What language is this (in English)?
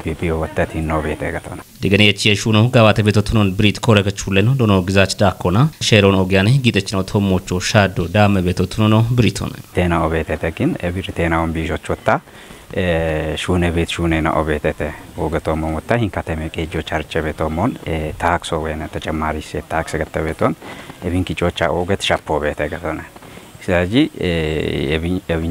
Kafa